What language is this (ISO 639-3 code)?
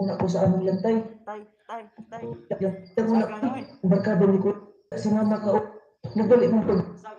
ceb